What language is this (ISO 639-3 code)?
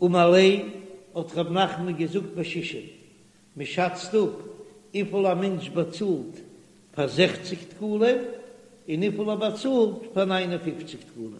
yid